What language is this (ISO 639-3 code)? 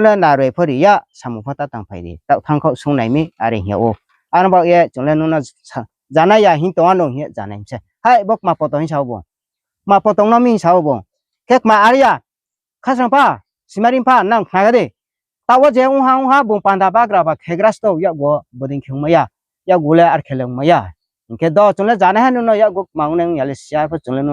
ria